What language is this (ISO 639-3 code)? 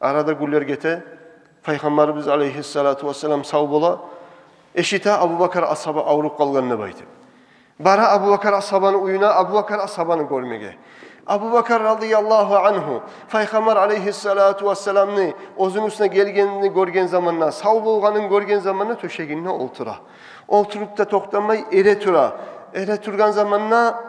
kum